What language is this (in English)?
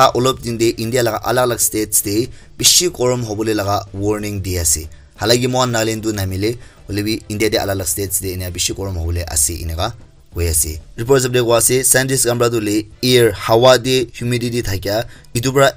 Naga Pidgin